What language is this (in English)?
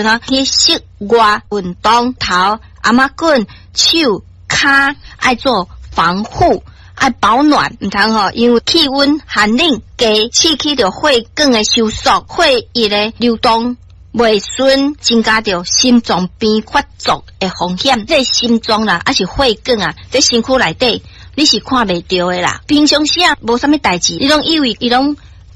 Min Nan Chinese